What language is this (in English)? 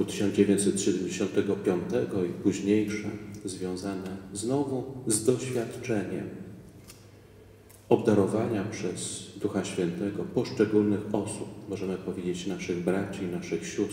Polish